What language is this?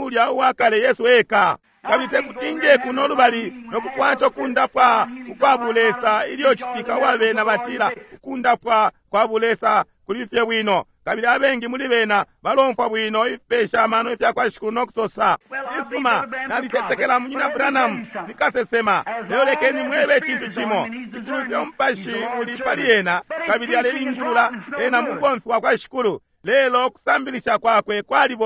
Bemba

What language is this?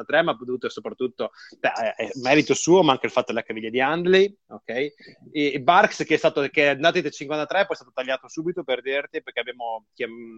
Italian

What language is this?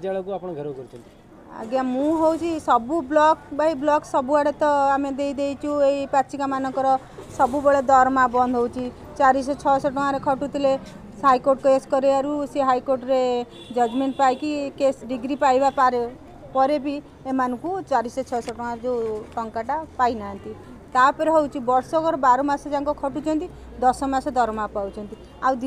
Odia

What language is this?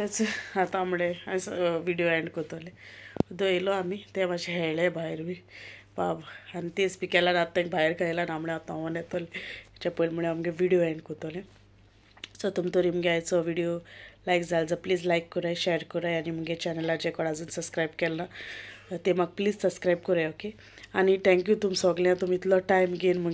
Konkani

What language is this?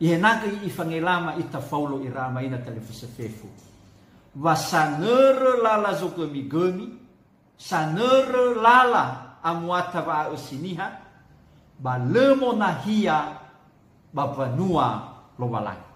Nias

